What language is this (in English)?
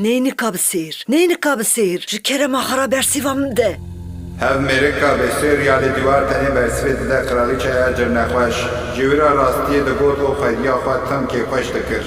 Kurdish